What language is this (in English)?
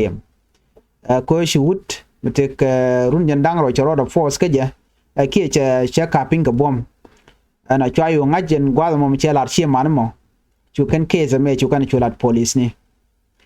Nuer